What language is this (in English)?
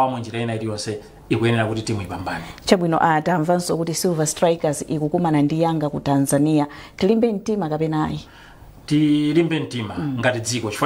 Nyanja